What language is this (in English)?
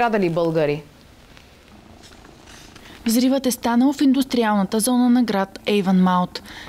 Bulgarian